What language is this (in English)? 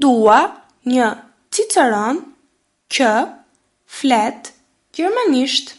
Albanian